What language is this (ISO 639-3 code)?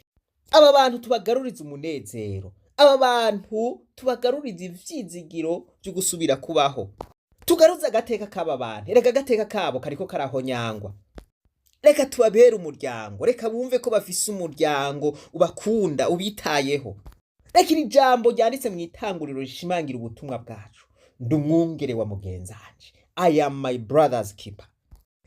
run